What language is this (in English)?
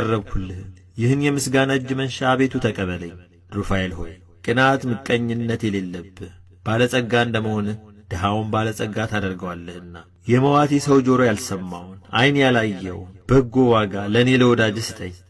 Amharic